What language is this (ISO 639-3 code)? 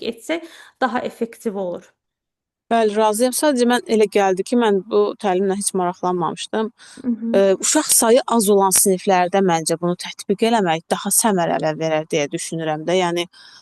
aze